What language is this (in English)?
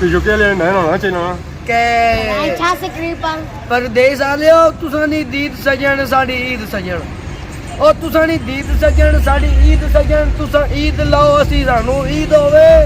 Pahari-Potwari